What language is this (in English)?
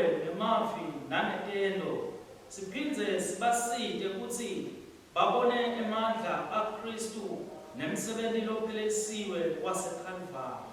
Swati